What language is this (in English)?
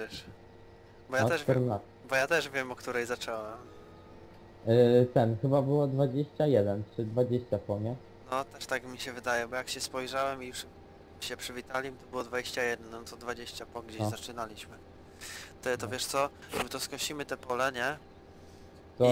Polish